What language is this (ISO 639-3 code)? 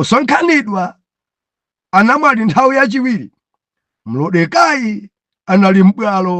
nya